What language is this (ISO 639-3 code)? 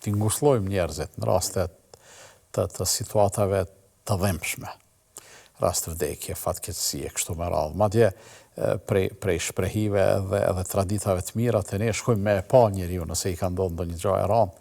sqi